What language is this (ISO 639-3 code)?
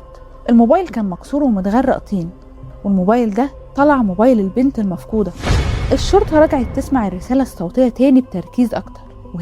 arz